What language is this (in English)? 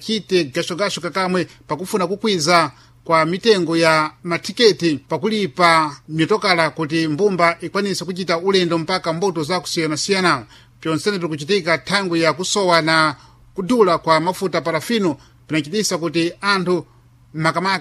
Sena